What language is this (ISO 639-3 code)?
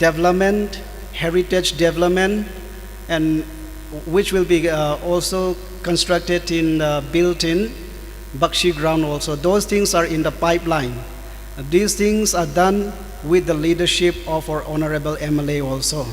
nmf